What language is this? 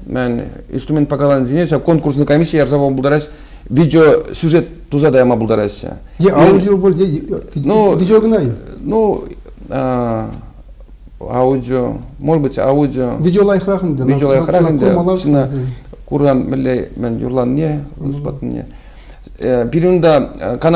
Chuvash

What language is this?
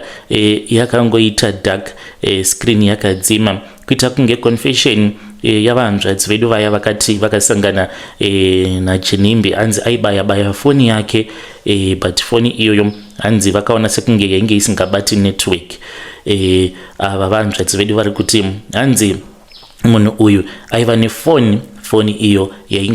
Shona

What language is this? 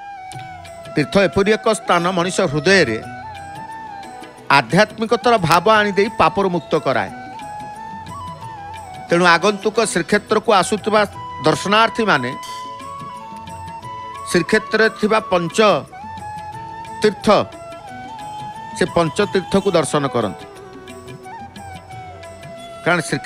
Odia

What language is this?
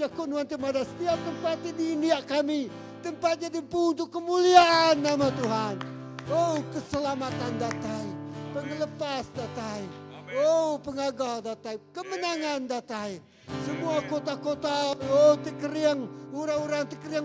Iban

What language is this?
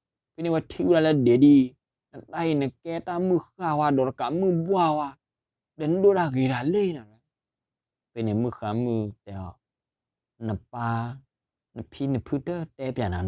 S'gaw Karen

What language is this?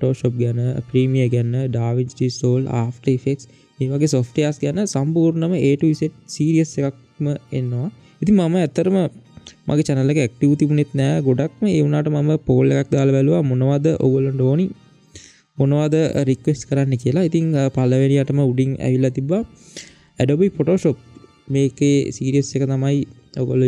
Sinhala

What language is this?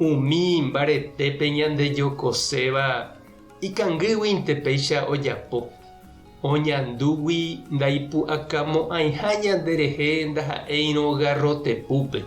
Guarani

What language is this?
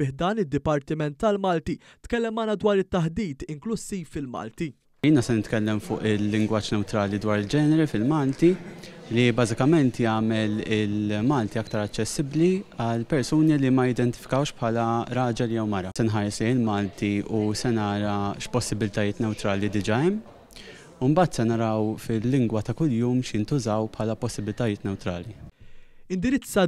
Maltese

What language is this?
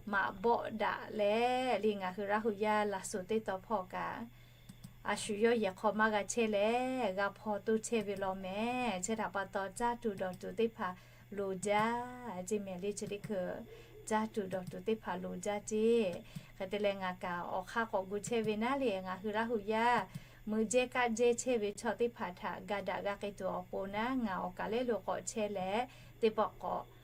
Lahu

